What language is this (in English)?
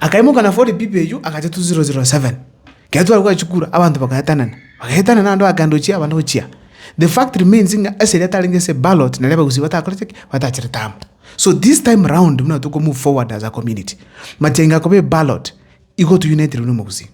Gusii